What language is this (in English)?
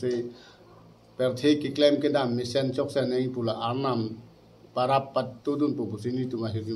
Karbi